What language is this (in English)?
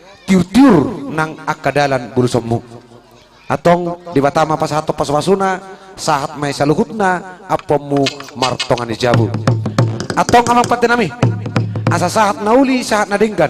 Batak Toba